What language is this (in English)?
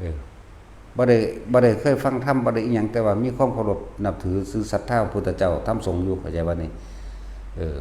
Northeastern Thai